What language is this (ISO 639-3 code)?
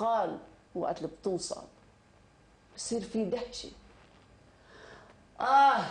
apc